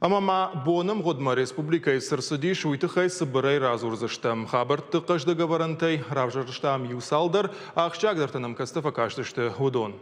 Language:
Ossetic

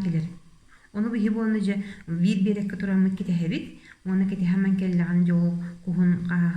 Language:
Yakut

